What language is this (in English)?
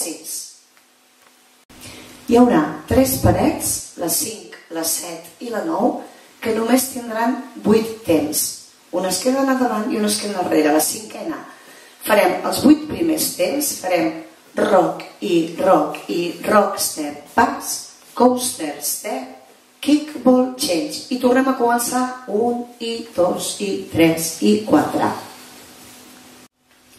Catalan